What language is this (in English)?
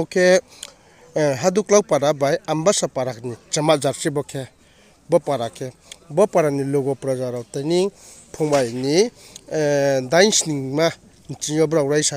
Riang (India)